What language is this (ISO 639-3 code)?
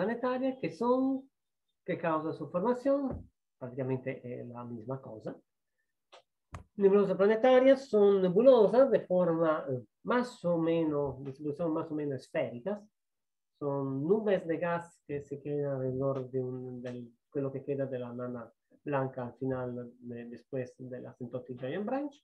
spa